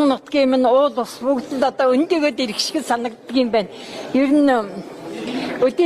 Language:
Mongolian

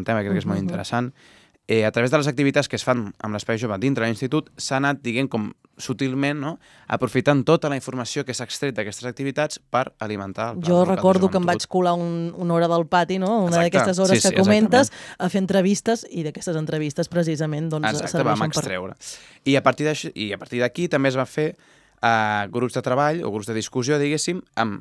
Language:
Catalan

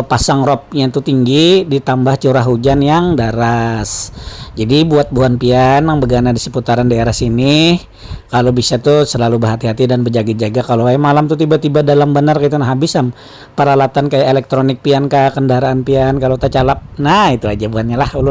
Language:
Banjar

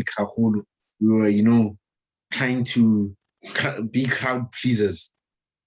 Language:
Southern Sotho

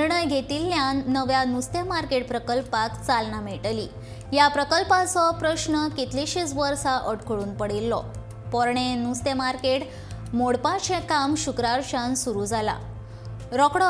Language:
Konkani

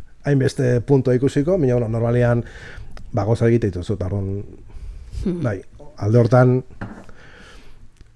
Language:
Basque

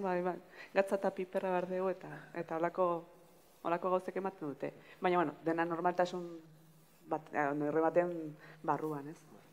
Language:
Basque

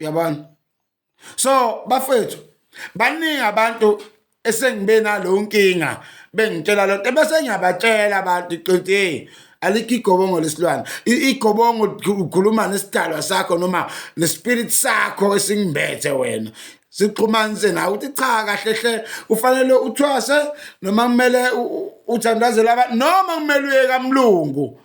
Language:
Zulu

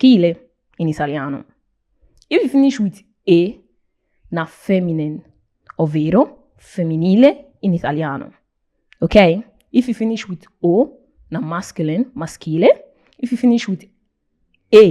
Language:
Nigerian Pidgin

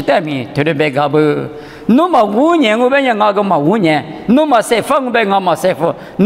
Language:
Lisu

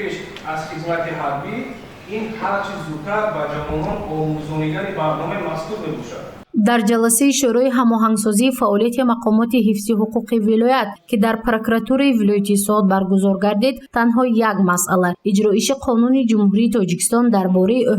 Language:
Tajik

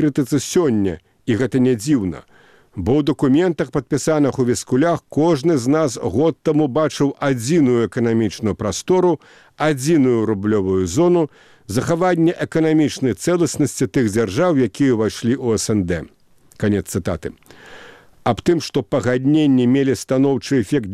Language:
Belarusian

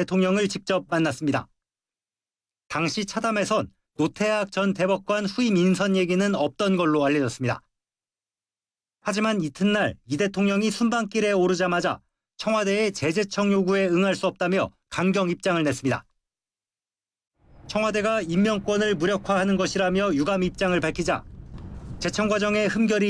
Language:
Korean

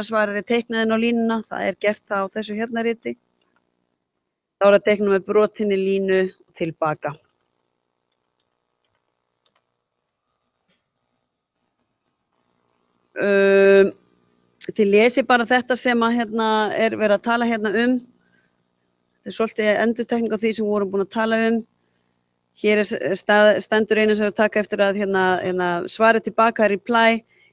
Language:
Icelandic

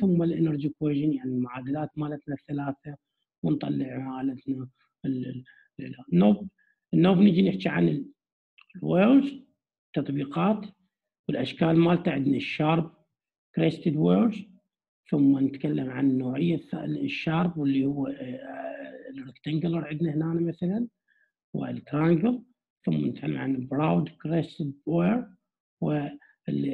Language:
Mesopotamian Arabic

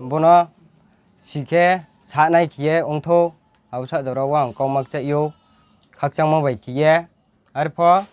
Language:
Riang (India)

